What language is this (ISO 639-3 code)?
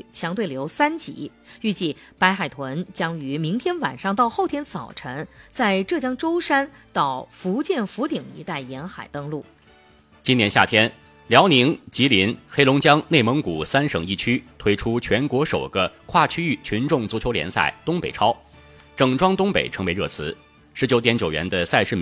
zho